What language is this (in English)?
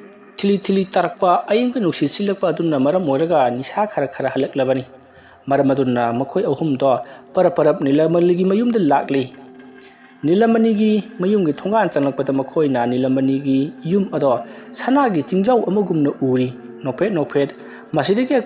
Manipuri